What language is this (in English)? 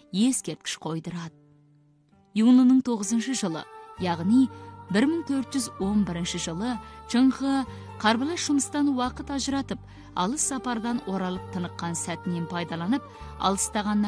Kazakh